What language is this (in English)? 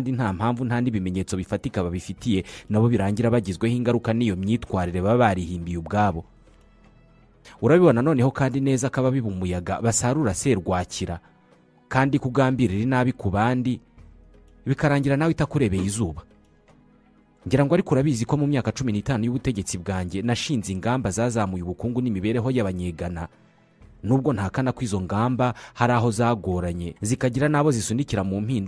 Kinyarwanda